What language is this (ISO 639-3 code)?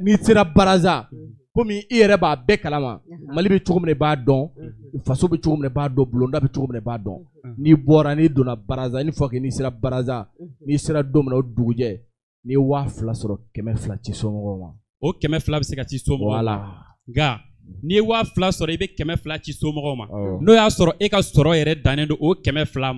bam